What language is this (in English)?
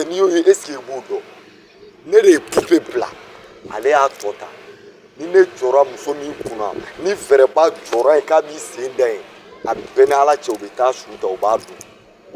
Bambara